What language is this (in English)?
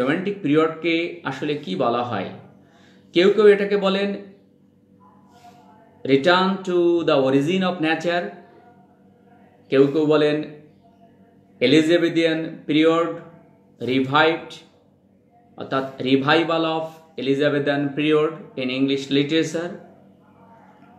Bangla